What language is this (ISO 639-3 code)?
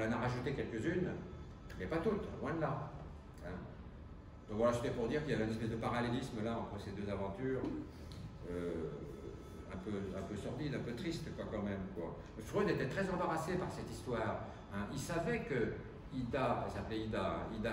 fra